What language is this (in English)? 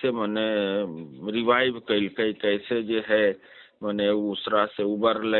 Magahi